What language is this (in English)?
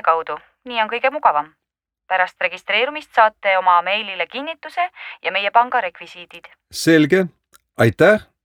Estonian